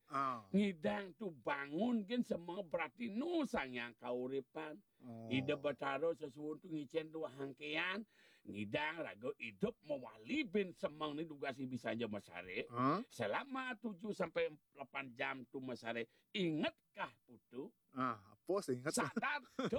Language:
Balinese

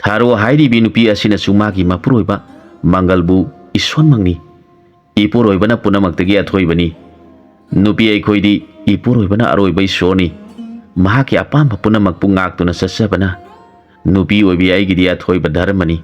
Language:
Manipuri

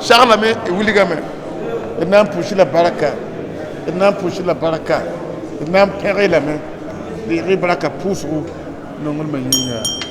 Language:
Mossi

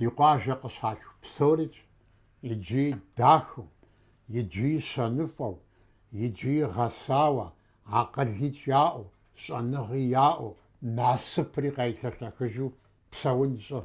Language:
Kabardian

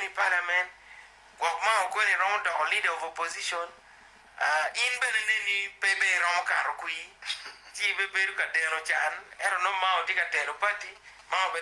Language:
Acoli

